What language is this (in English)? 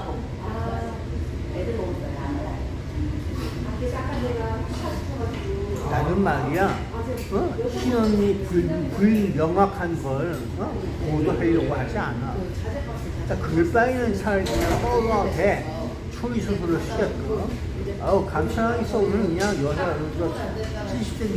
Korean